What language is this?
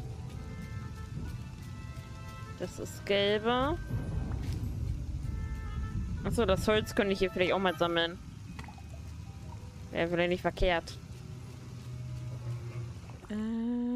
German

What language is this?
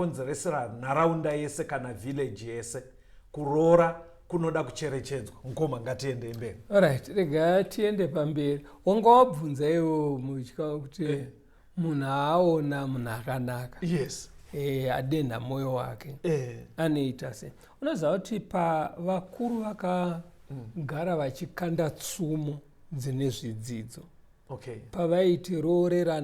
Shona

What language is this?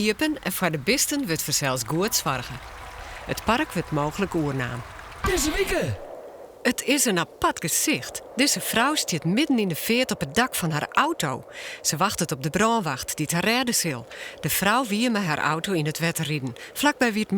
Western Frisian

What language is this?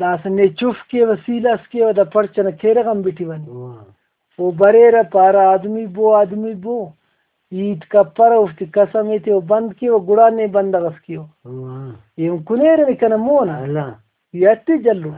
Brahui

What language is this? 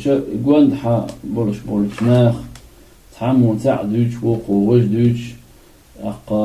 Chechen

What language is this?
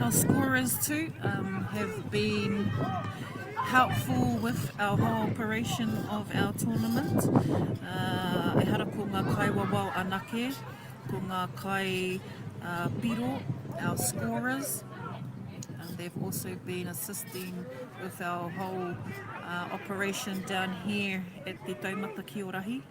Māori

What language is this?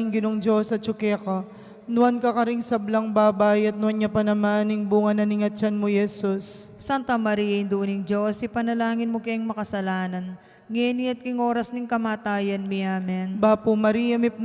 Pampanga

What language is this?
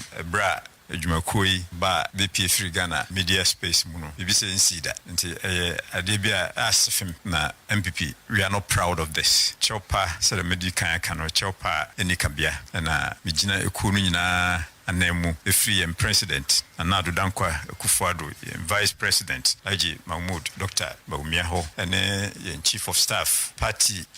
Akan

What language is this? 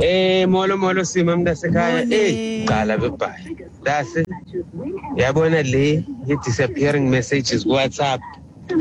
Xhosa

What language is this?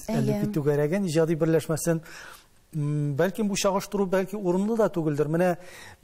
Tatar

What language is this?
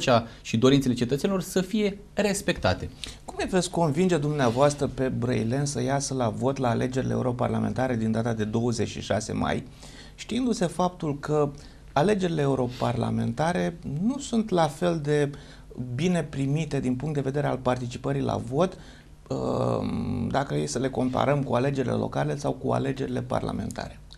Romanian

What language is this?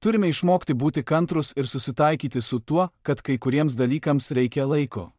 Lithuanian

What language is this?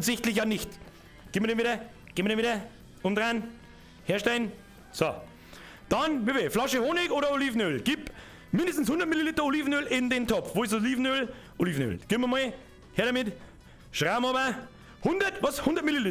Bavarian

